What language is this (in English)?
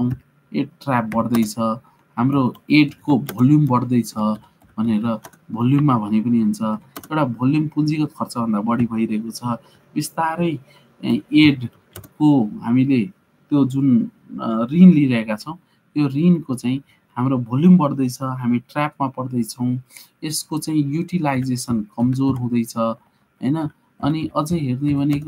Nepali